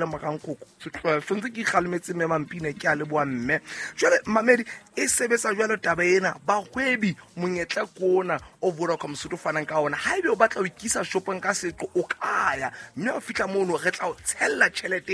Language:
Southern Sotho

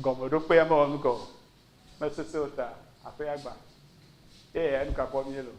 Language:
Ewe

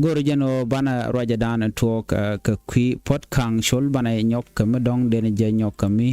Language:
Nuer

